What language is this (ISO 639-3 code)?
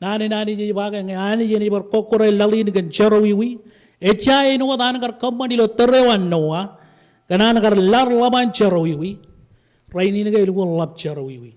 mah